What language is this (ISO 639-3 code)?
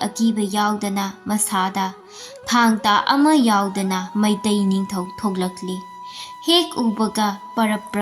mni